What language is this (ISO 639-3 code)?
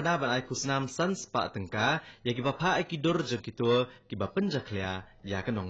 kha